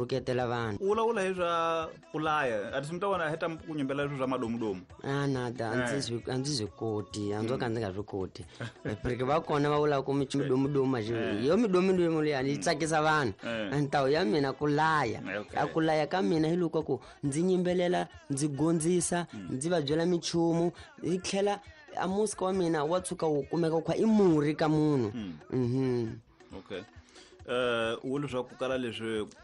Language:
Tsonga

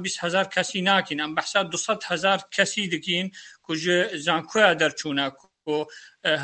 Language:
Kurdish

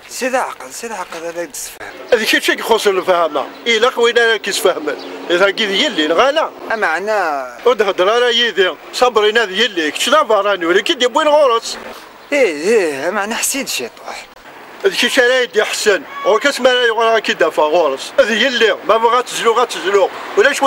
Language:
Kabyle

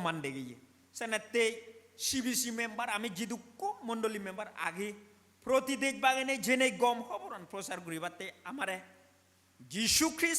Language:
Chakma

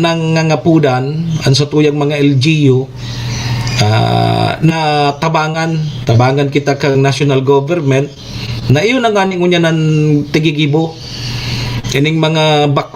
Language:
Bikol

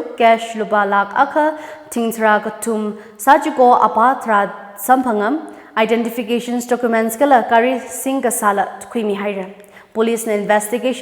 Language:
Tangkhul Naga (India)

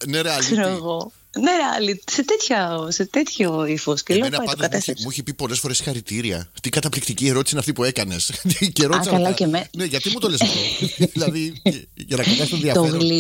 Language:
Greek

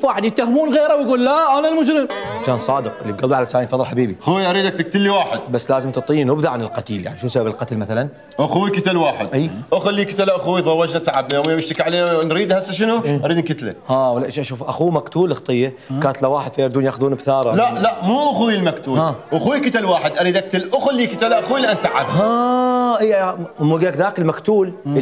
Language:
Mesopotamian Arabic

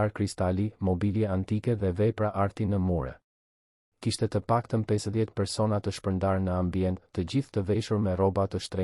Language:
Albanian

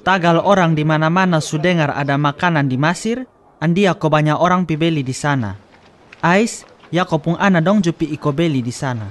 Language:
Kupang Malay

